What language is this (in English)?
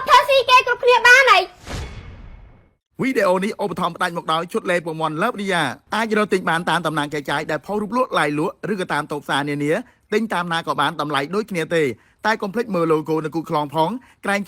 Khmer